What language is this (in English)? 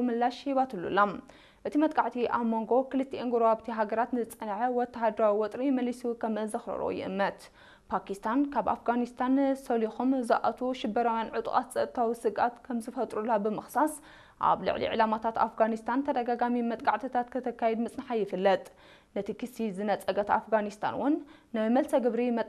Tigrinya